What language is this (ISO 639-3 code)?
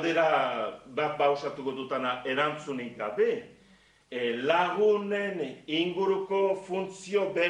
eus